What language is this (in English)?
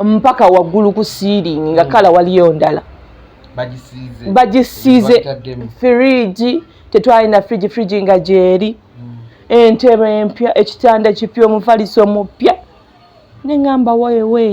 Ganda